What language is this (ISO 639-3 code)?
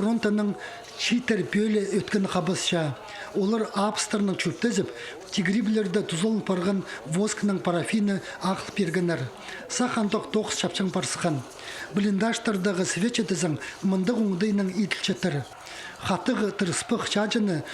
kjh